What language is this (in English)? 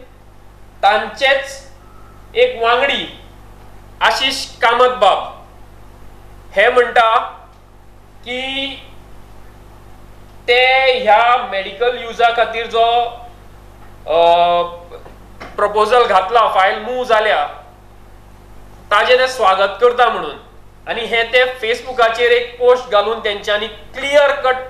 Konkani